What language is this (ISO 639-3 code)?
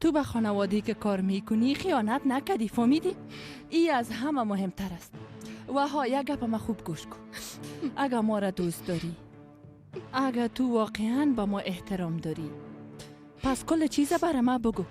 fas